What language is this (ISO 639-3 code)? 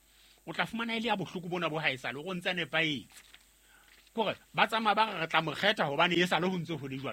sot